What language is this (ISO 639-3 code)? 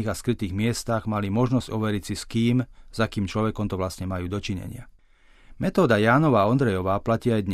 slk